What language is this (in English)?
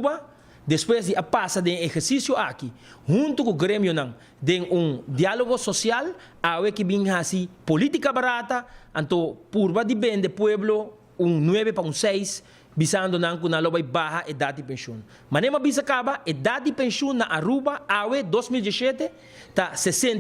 Papiamento